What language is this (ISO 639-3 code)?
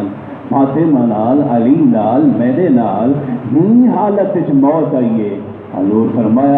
skr